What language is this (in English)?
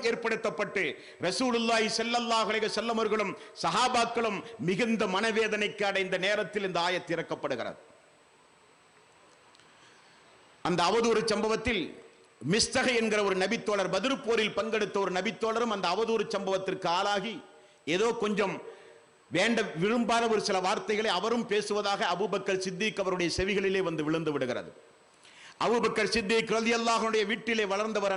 Tamil